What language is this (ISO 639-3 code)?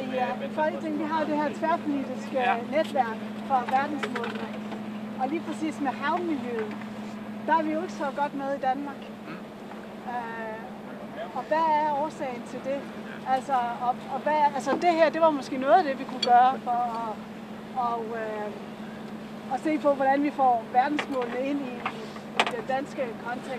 dan